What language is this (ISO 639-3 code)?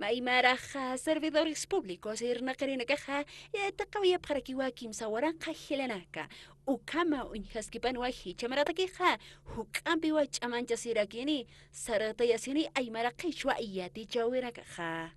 aym